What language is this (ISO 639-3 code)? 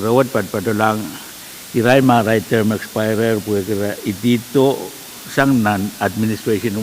pon